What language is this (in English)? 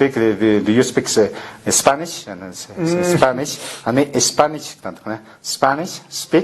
Aymara